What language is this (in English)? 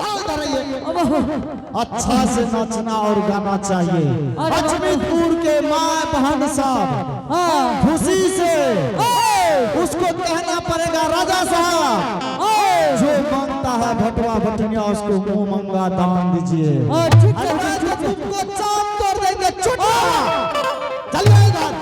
Angika